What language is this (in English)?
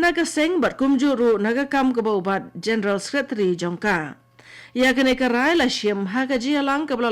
Khasi